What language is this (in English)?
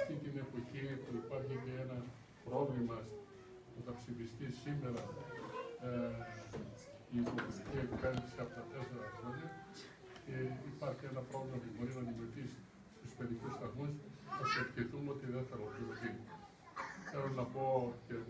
Greek